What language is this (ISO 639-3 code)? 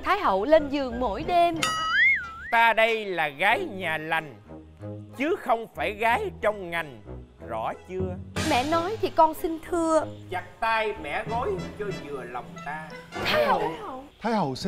vie